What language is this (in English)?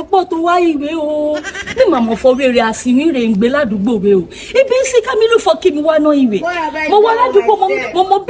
Yoruba